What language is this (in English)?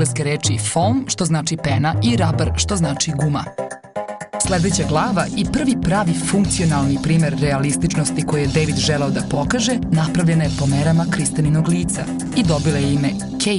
Serbian